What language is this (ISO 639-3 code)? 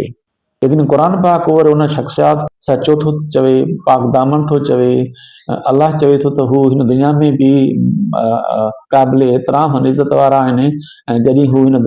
snd